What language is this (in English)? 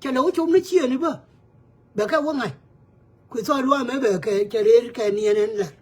Nuer